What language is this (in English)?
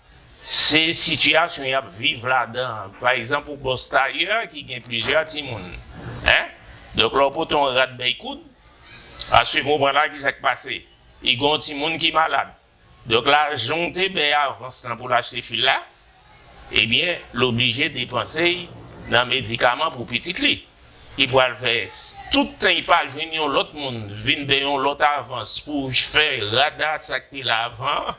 Haitian Creole